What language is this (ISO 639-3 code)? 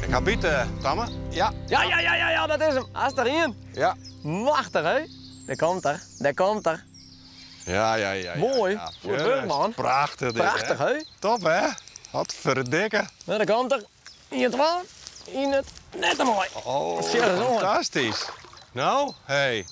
fry